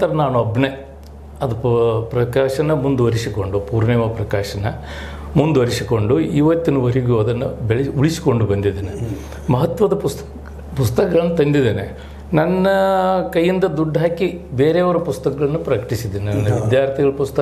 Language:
Kannada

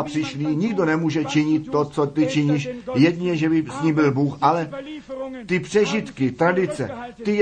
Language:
Czech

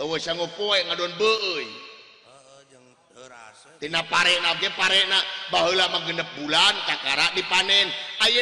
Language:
Sundanese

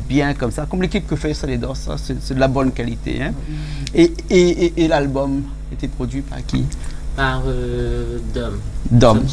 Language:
Réunion Creole French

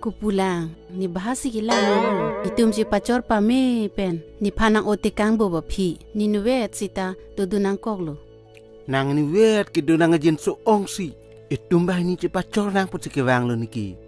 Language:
Karbi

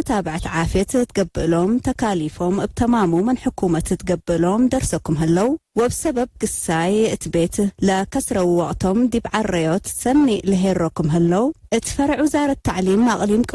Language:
Tigre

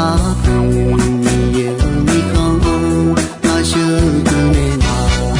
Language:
Akha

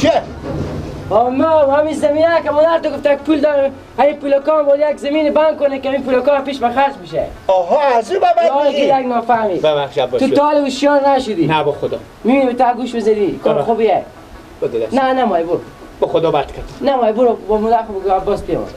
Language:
Persian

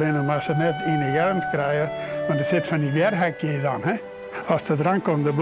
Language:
Western Frisian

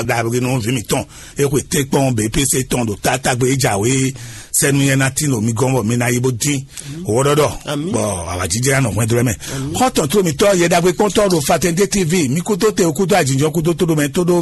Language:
Fon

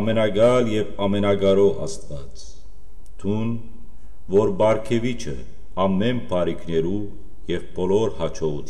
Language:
Western Armenian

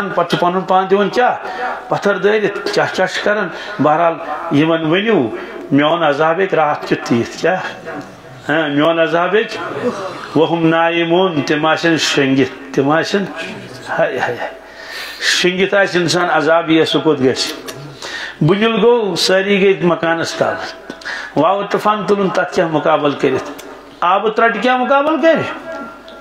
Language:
Kashmiri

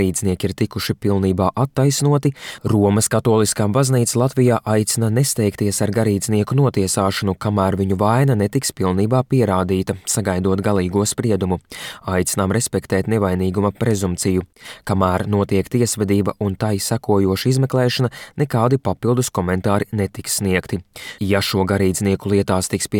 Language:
Latvian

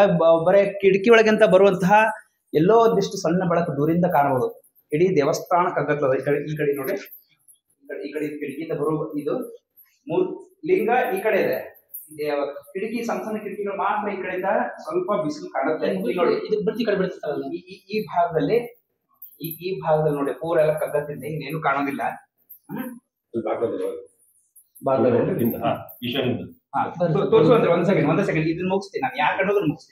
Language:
Kannada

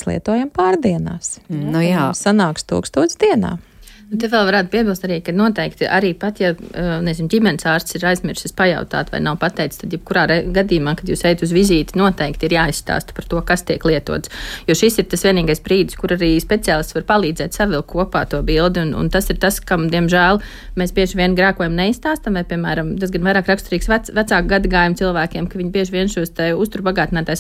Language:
Latvian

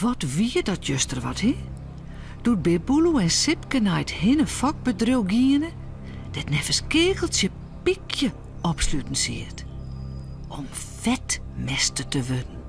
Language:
Western Frisian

